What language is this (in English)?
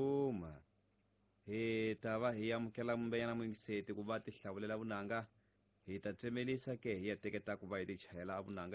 Tsonga